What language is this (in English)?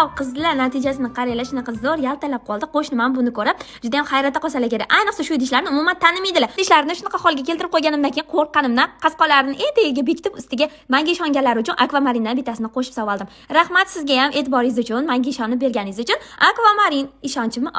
Uzbek